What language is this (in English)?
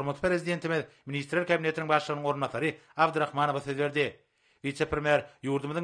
Turkmen